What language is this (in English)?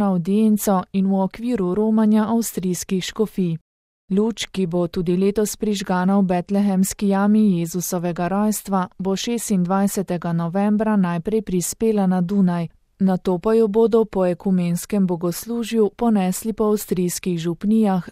Slovenian